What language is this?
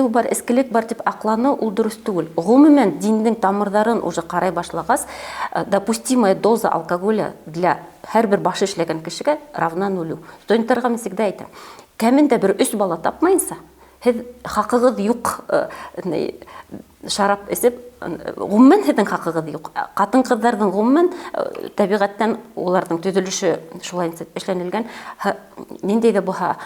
Bashkir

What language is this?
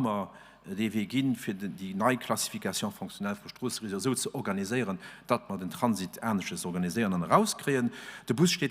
Luxembourgish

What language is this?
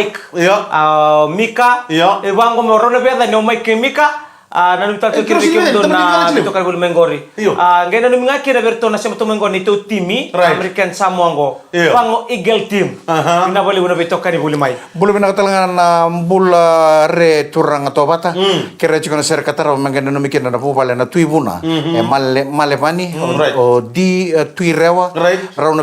Fijian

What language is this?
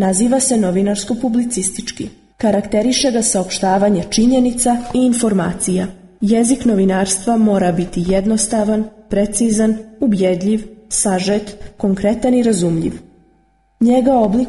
Serbian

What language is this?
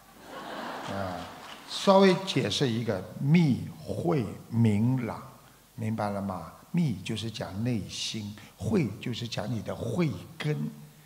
Chinese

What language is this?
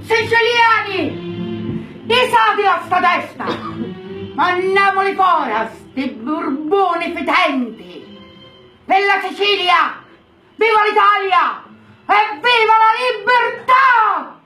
Sicilian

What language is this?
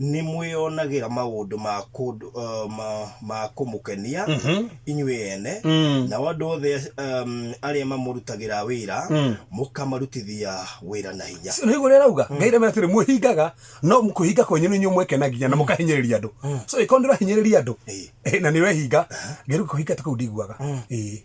Kikuyu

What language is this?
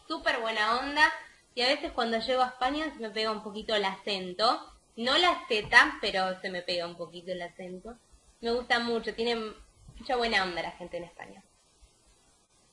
Spanish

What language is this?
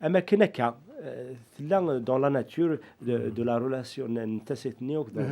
Kabyle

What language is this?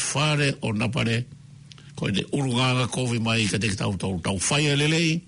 Tongan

